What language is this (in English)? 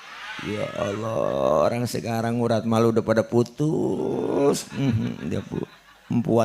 Betawi